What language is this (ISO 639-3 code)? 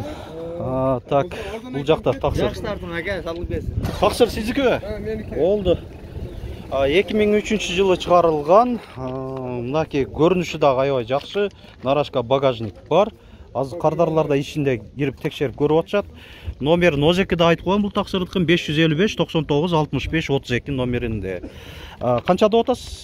kir